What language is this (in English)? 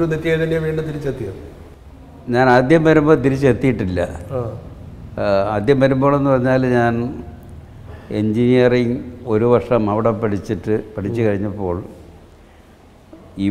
Malayalam